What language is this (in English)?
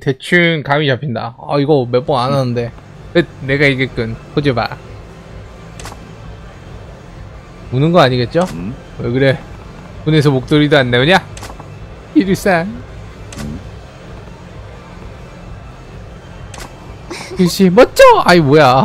Korean